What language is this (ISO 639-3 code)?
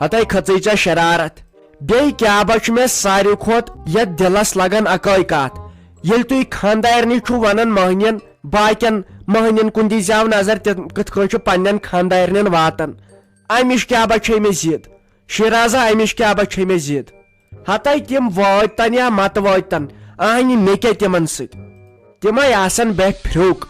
kas